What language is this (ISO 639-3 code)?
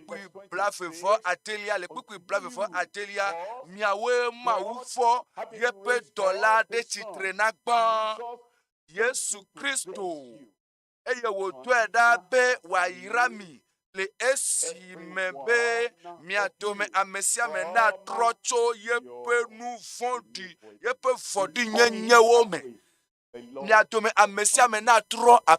ewe